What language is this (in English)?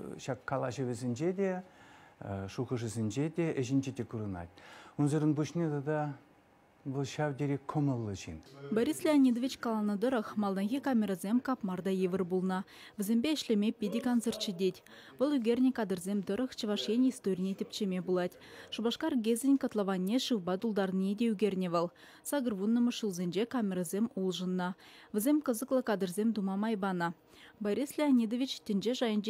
Chuvash